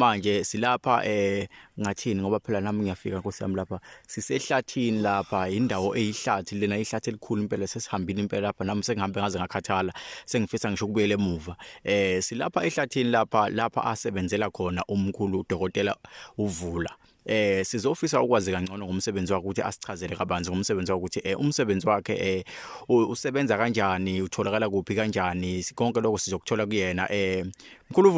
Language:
Zulu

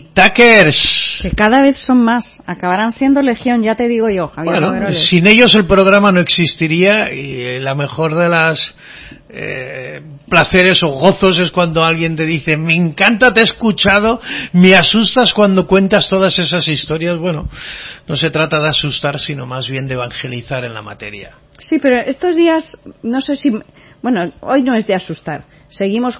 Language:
Spanish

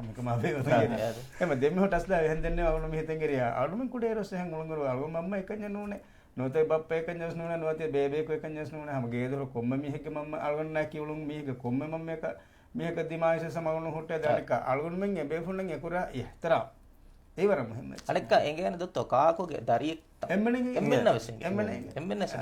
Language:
Divehi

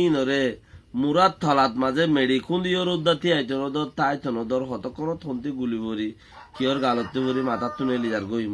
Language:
Rohingya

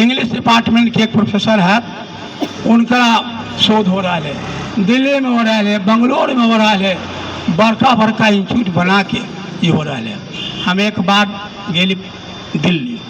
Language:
Magahi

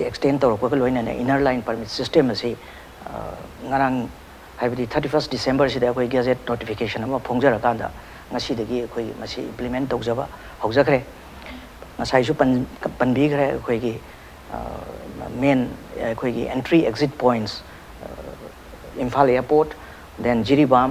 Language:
Manipuri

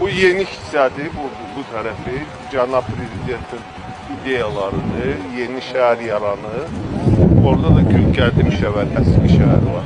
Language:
South Azerbaijani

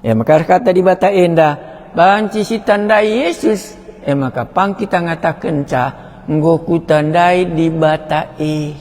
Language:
Batak Karo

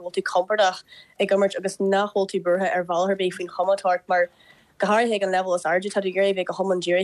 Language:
Irish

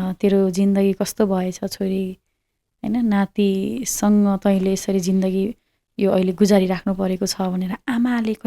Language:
Nepali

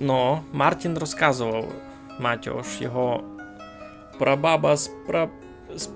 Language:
Rusyn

